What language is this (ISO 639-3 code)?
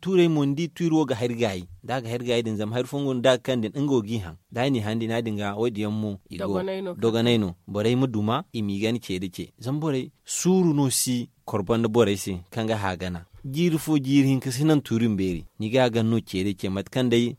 dje